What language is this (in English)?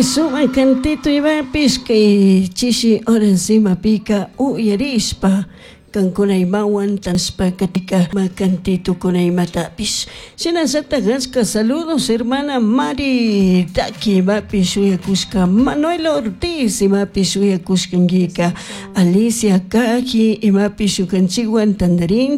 Chimborazo Highland Quichua